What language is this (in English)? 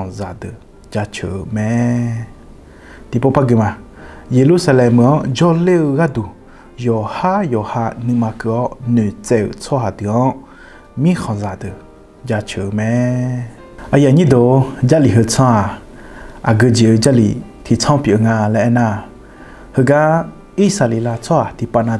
Akha